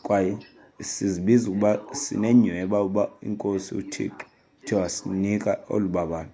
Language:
Xhosa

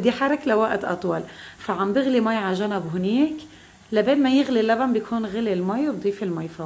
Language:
North Levantine Arabic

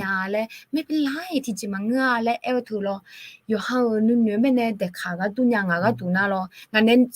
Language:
Akha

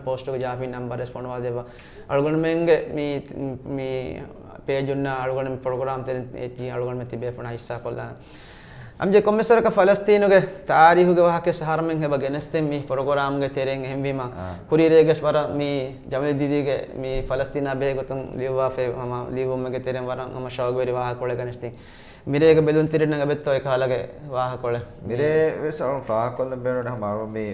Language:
Divehi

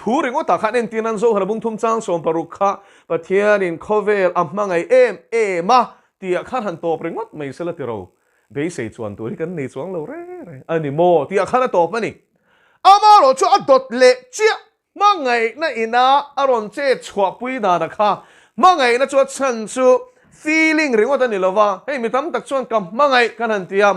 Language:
Mizo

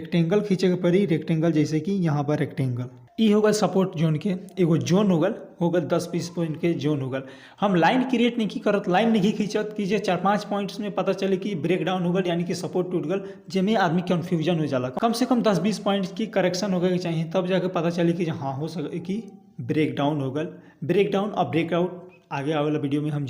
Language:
Bhojpuri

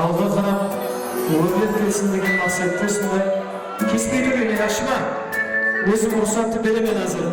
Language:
Kara-Kalpak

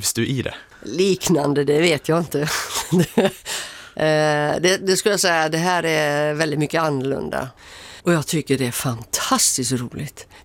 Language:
Swedish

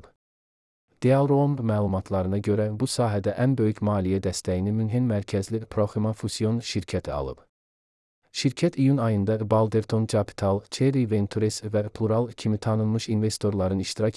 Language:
Azerbaijani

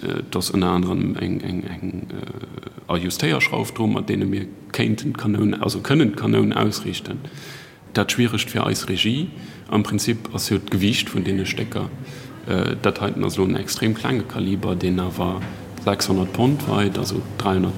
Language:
Luxembourgish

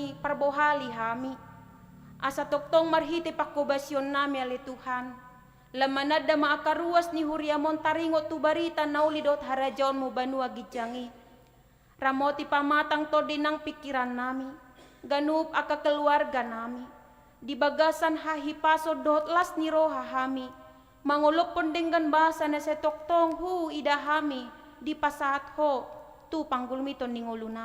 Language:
Batak Toba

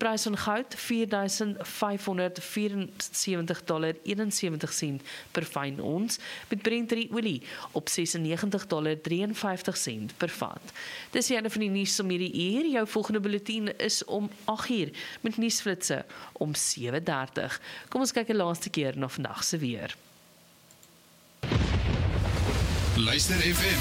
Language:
Afrikaans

